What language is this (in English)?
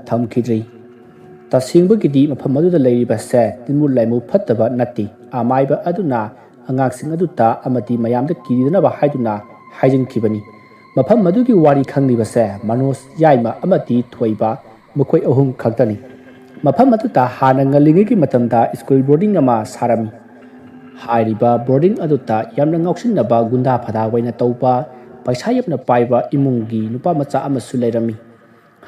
Manipuri